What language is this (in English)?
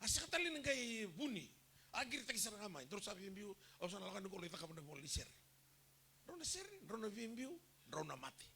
Fijian